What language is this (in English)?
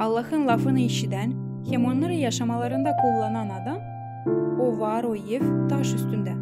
Gagauz